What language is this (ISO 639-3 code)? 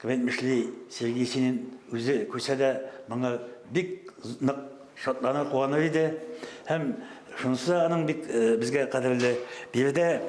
tat